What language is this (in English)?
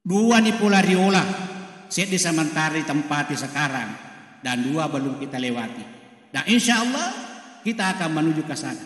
Buginese